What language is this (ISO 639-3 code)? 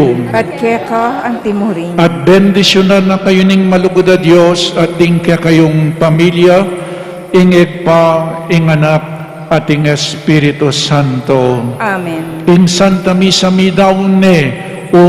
pam